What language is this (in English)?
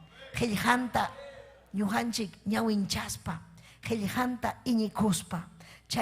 Ayacucho Quechua